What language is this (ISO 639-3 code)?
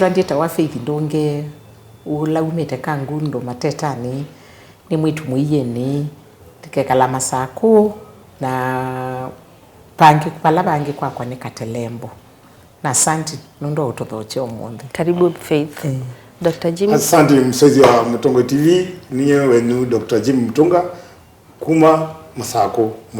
kam